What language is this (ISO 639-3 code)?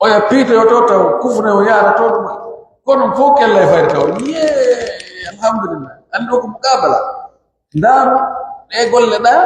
fuf